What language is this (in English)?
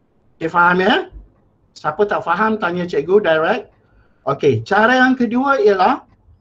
Malay